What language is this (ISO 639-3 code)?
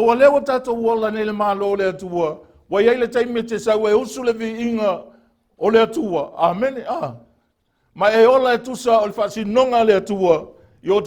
smo